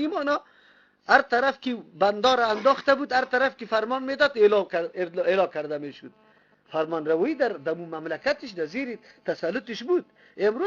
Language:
Persian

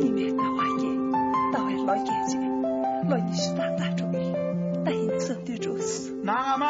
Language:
Tibetan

